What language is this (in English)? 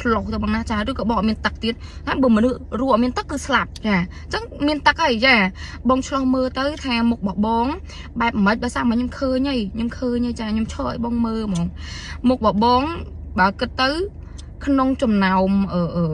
Khmer